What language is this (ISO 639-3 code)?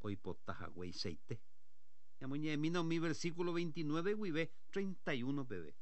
grn